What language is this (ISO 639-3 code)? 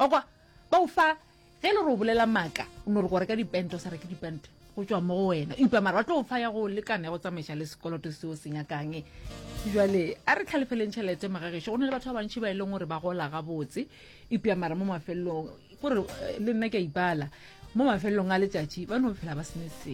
nso